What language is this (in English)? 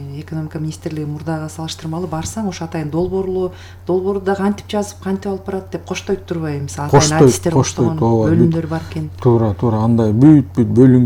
Kyrgyz